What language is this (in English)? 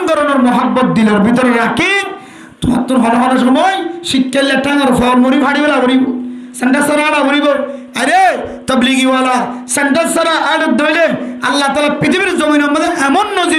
Rohingya